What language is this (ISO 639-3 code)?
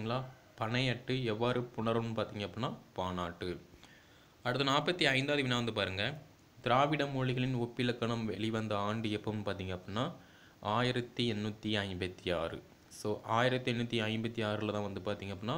tam